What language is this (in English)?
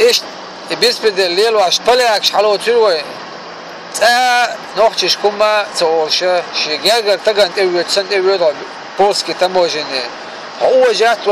Chechen